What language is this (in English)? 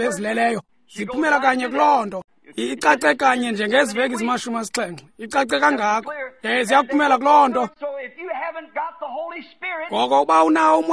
Xhosa